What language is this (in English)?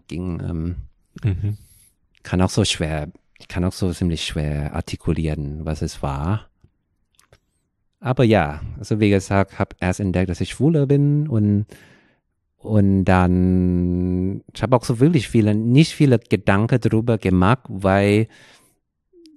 German